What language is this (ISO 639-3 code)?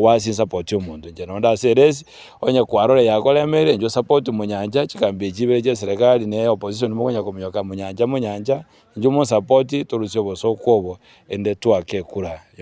guz